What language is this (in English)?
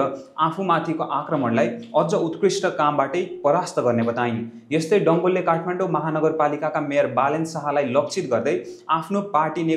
Nepali